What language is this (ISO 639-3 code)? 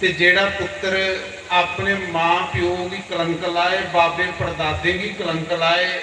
doi